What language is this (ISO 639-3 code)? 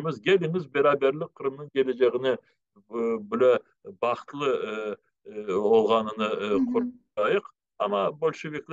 crh